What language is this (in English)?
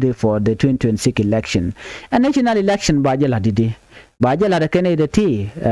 Nuer